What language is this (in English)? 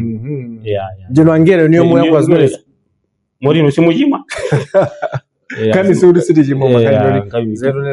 Nyanja